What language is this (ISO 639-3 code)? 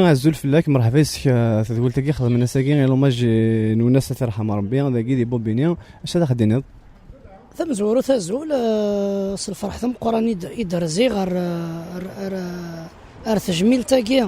kab